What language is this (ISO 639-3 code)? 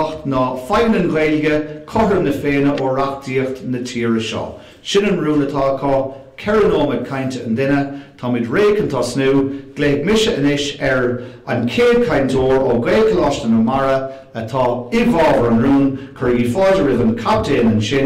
gle